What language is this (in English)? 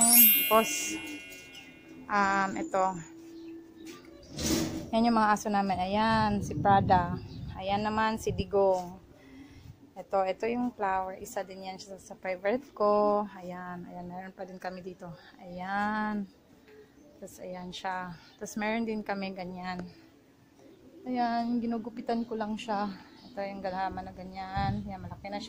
Filipino